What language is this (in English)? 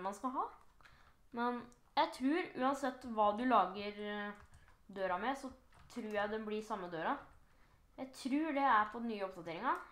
Norwegian